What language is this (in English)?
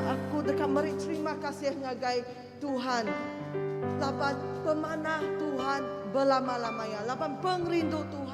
Iban